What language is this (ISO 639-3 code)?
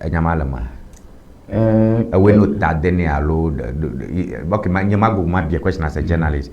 ewe